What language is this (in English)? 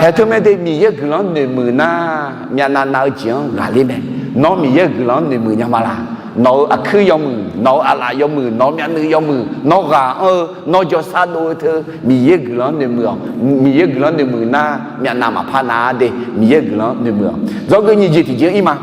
Akha